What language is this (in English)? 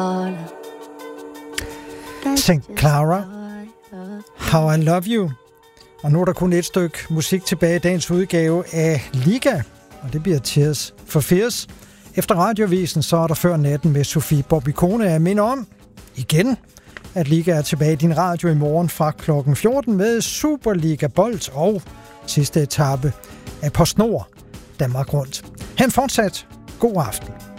Danish